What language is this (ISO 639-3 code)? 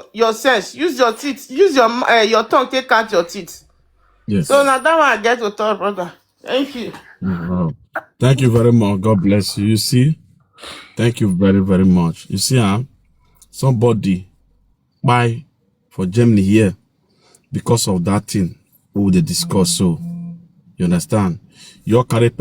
pcm